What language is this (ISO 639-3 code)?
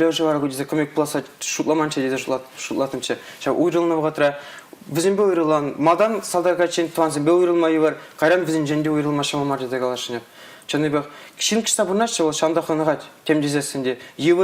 chv